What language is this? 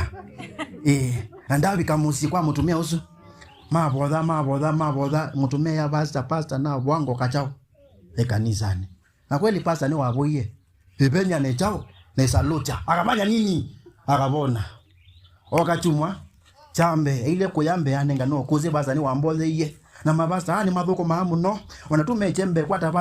Kamba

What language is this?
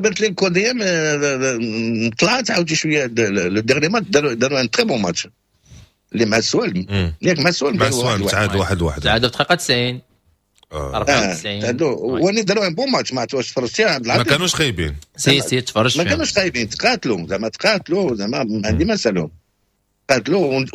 Moroccan Arabic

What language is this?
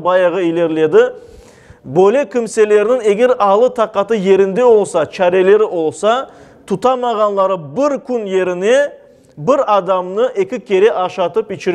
Crimean Tatar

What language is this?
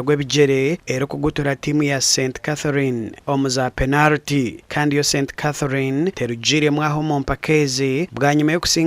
Nyankole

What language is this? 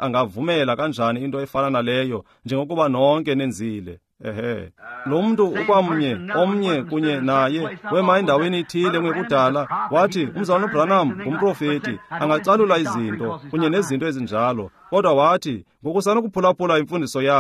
Xhosa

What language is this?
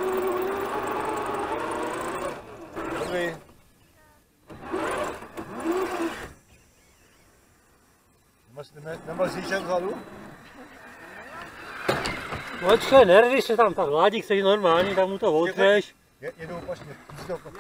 Czech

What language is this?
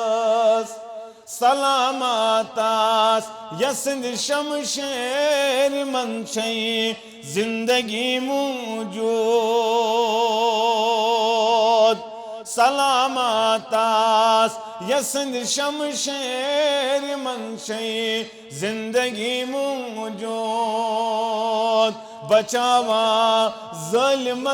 Kashmiri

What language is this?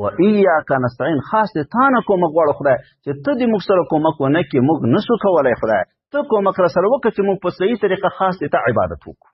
Pashto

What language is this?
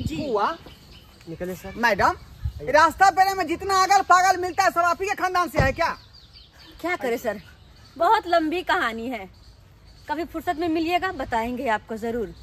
Maithili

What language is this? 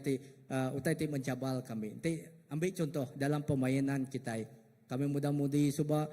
Iban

